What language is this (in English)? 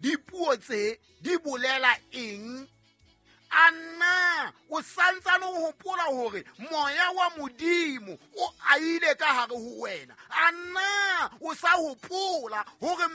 Southern Sotho